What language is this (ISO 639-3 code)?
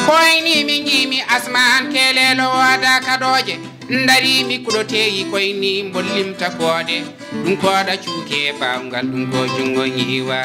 ful